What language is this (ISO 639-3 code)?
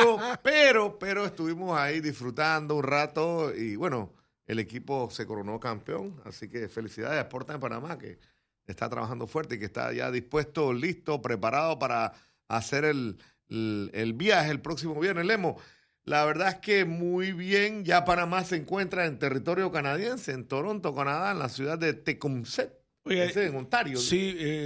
spa